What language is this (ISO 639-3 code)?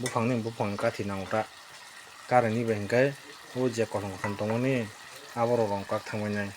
trp